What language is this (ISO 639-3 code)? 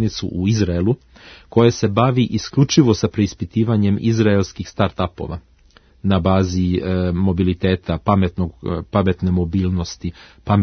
srp